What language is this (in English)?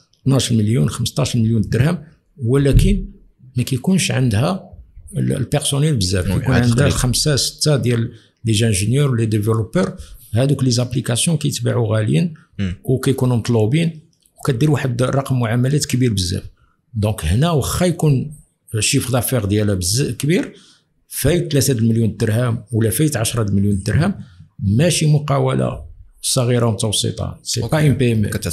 Moroccan Arabic